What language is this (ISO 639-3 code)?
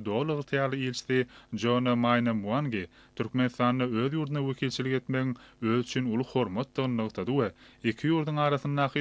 tuk